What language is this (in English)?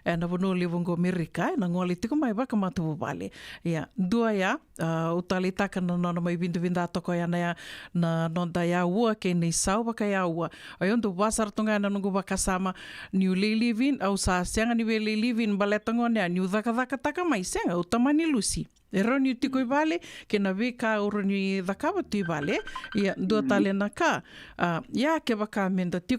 Fijian